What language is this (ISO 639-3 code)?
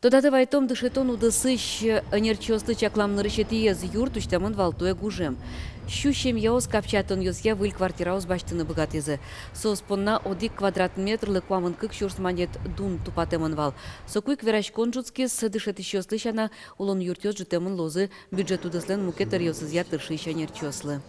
udm